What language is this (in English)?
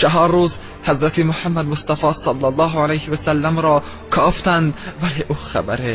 Tajik